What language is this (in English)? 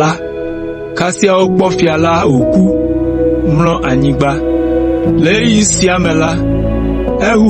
Ewe